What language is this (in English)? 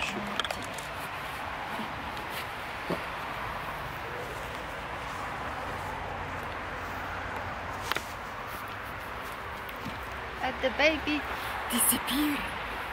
Polish